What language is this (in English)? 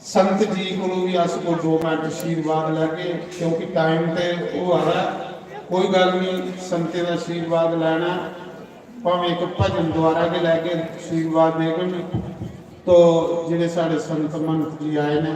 Dogri